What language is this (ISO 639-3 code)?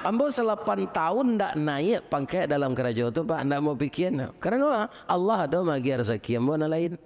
min